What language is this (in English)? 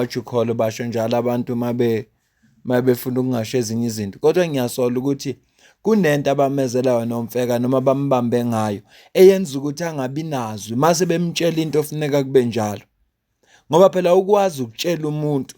Zulu